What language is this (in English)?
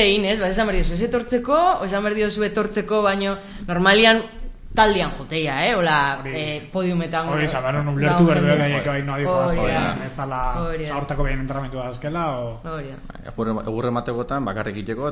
Basque